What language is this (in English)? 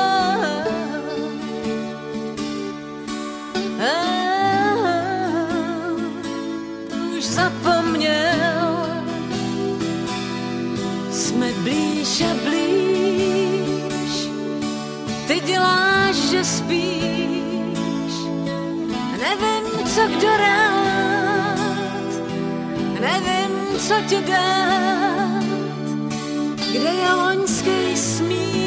Czech